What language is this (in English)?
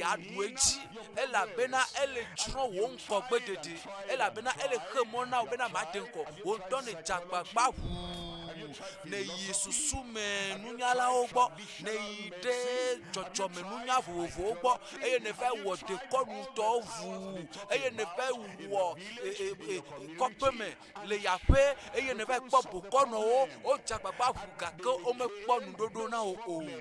Ewe